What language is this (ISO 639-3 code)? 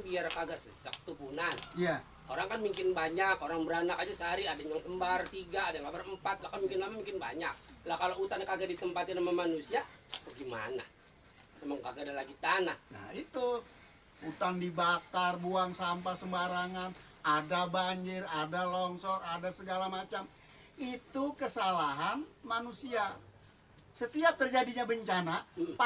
bew